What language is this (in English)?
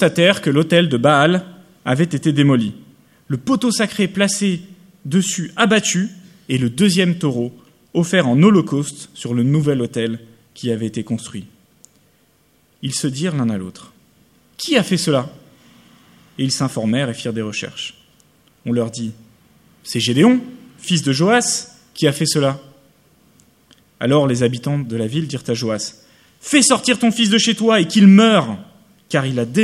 French